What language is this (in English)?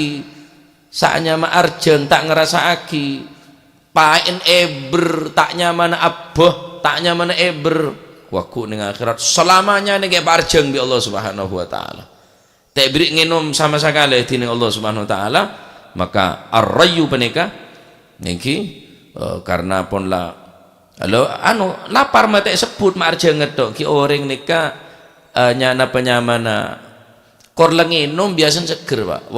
Madurese